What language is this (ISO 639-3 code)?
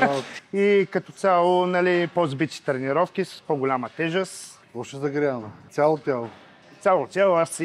bul